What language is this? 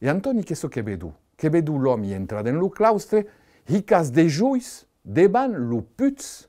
Occitan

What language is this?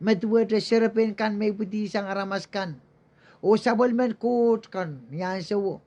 Pohnpeian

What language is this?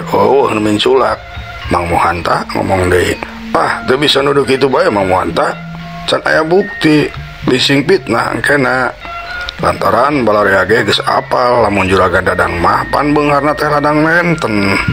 Sundanese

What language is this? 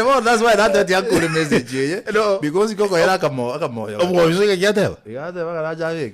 Gusii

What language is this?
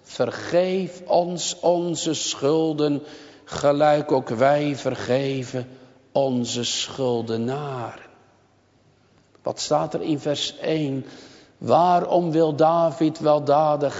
Dutch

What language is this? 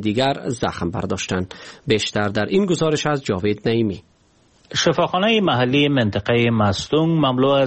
Persian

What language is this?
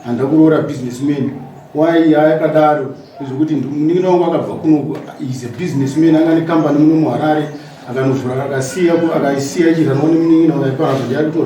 Shona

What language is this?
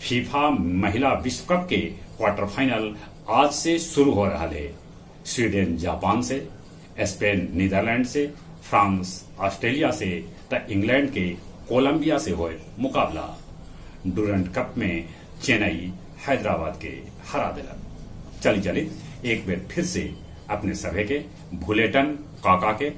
Magahi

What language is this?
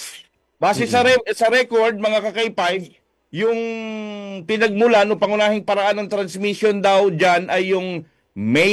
Filipino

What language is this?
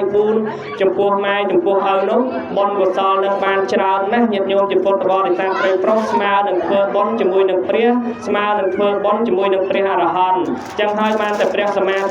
Khmer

